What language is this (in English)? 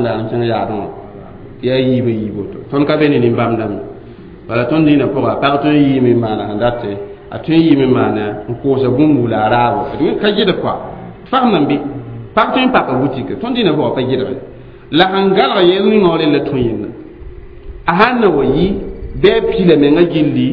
Mossi